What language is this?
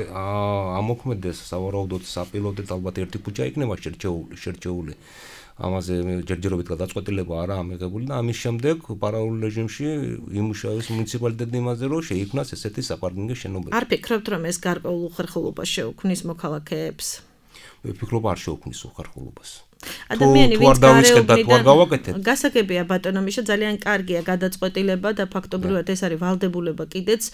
Georgian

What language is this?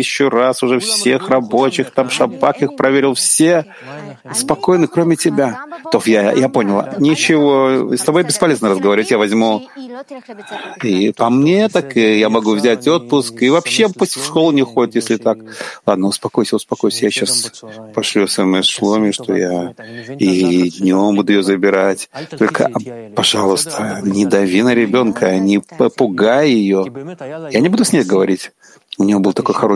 Russian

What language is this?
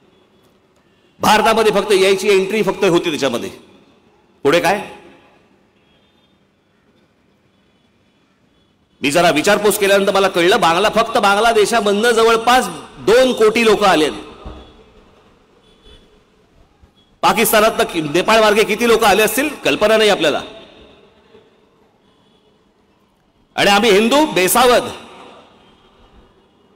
Marathi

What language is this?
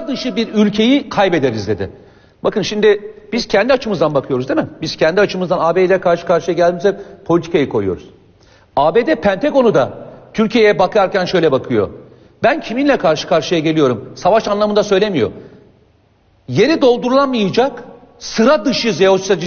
Turkish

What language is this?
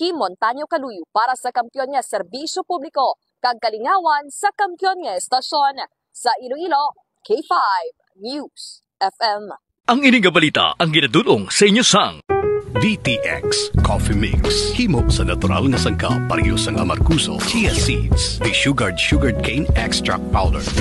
Hiligaynon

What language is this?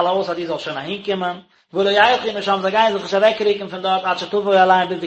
Yiddish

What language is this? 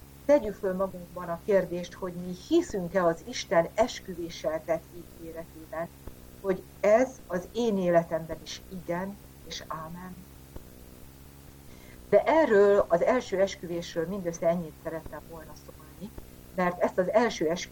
Hungarian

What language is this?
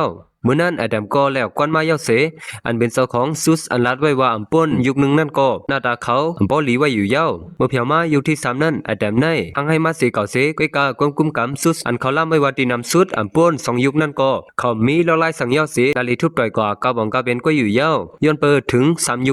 Shan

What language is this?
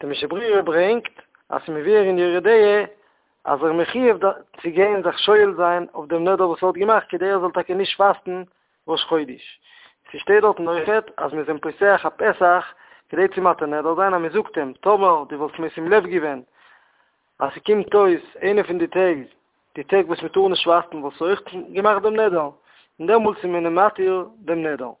Yiddish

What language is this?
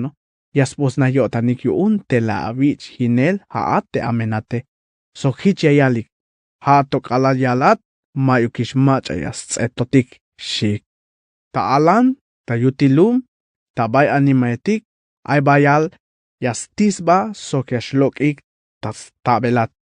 Tzeltal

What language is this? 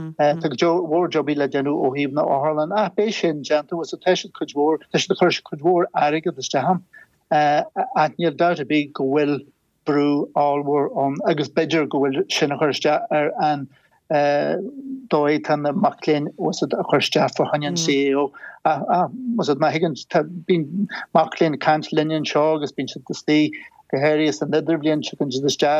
Irish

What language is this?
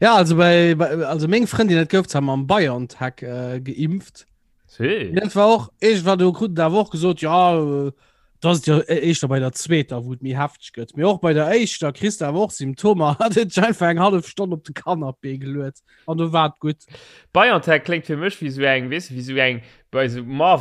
Luxembourgish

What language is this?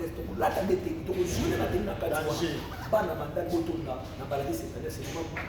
Lingala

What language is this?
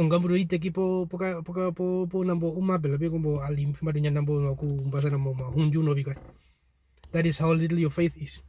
Herero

